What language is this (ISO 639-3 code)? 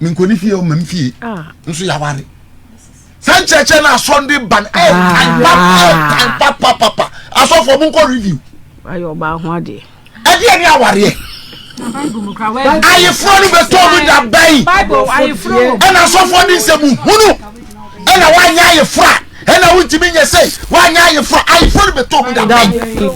aka